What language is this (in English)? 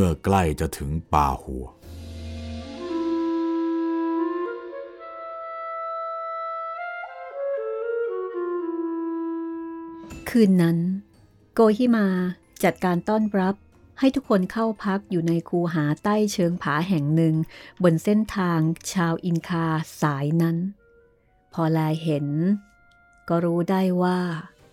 Thai